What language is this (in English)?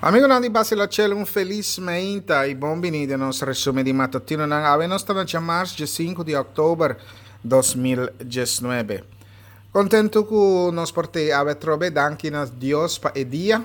Papiamento